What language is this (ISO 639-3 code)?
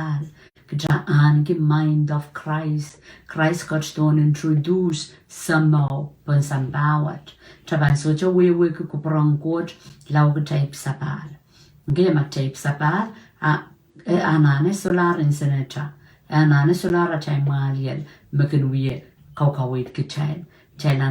pon